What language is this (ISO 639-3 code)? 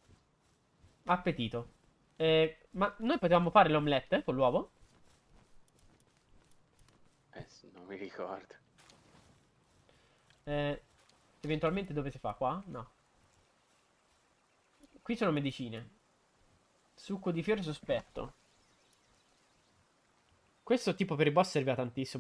ita